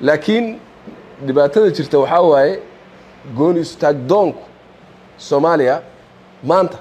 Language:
Somali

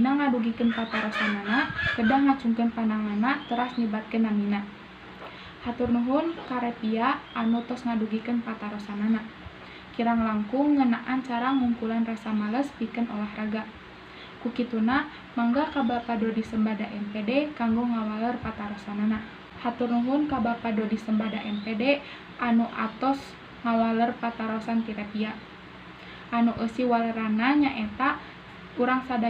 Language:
Sundanese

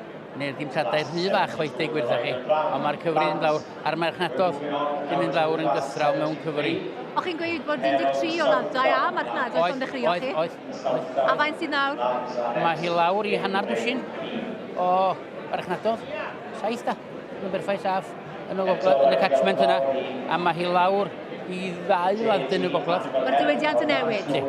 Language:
Welsh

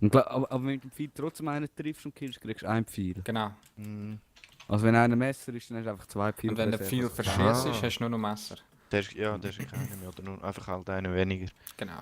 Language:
Swiss German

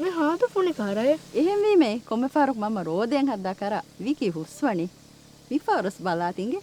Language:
Divehi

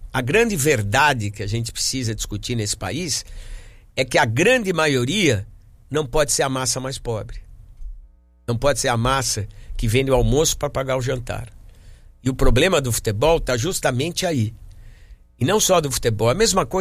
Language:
Portuguese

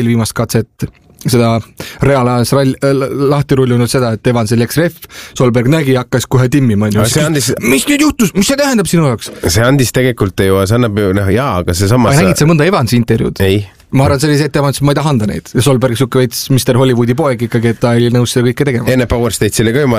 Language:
Estonian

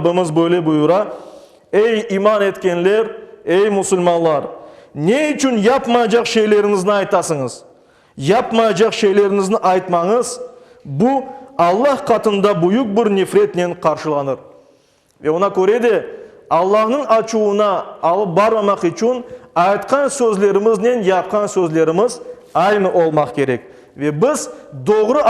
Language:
Crimean Tatar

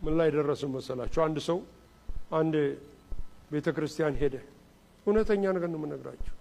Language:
Amharic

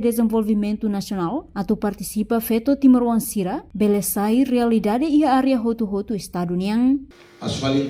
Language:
Tetum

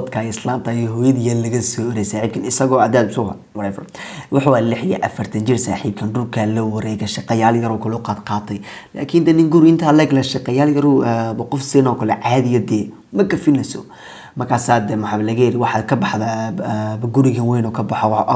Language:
Somali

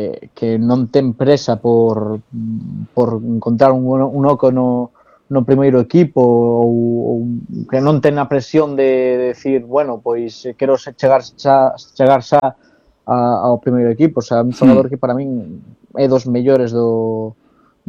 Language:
Galician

